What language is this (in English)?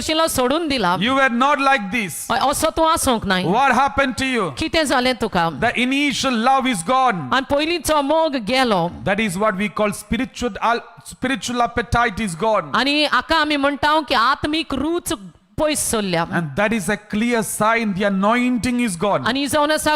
Konkani